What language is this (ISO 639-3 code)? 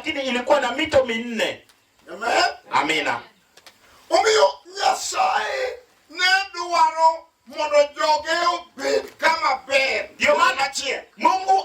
luo